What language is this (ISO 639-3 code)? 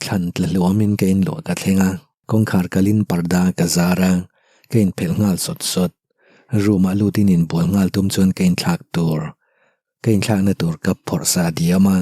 lus